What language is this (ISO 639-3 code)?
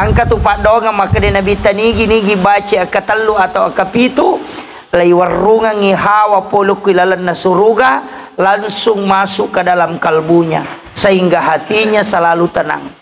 bug